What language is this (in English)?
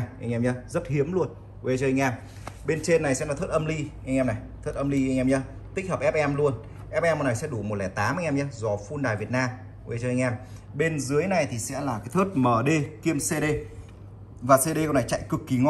Vietnamese